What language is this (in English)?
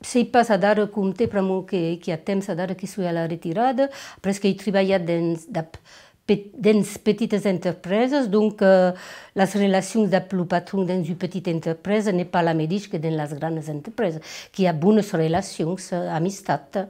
Occitan